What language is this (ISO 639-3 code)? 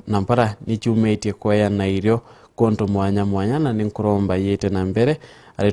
mer